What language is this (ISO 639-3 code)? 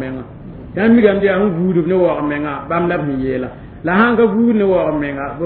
mos